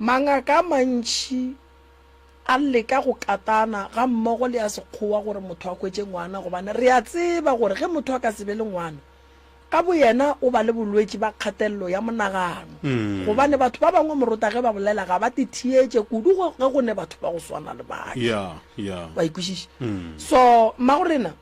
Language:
Northern Sotho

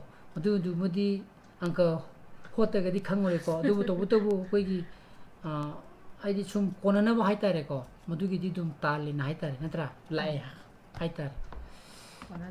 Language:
Manipuri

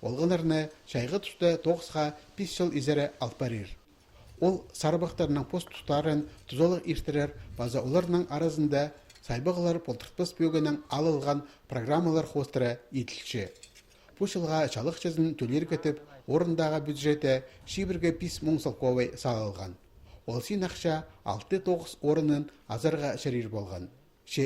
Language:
Khakas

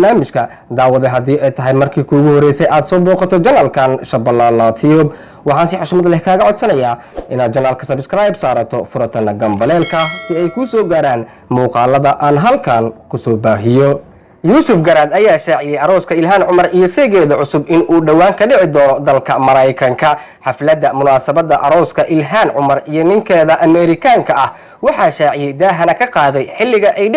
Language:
Somali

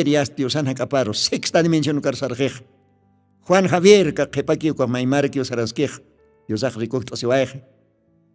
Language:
Aymara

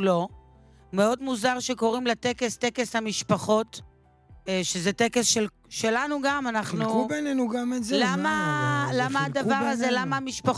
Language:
Hebrew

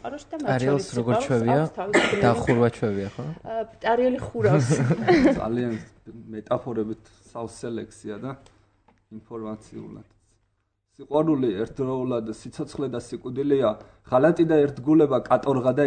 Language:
Georgian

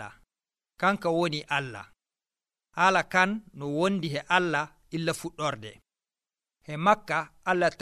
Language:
Nigerian Fulfulde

